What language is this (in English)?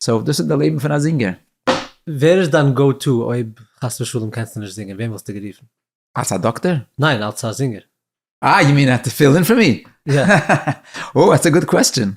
Yiddish